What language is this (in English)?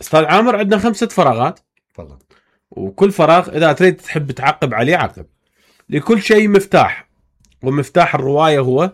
Mesopotamian Arabic